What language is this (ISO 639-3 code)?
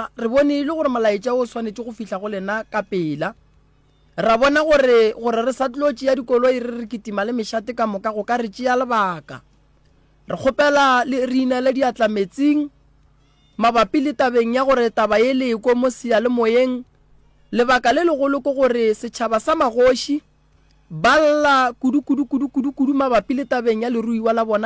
nso